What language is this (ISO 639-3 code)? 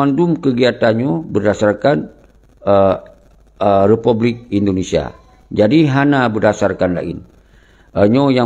ace